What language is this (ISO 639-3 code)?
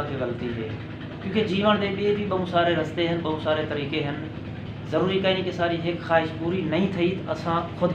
skr